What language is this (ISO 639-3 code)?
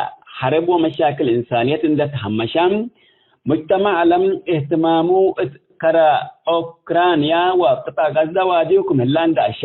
tig